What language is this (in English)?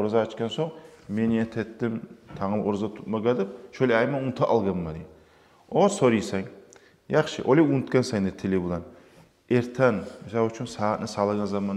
Kumyk